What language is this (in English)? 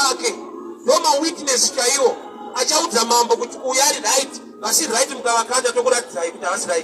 Shona